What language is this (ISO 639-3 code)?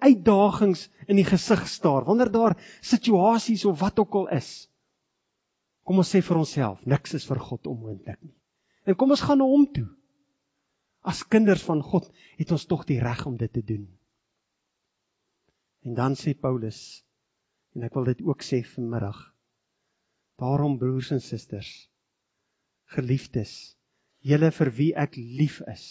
afr